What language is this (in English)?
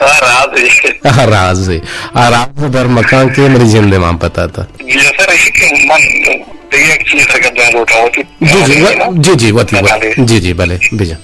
Eastern Balochi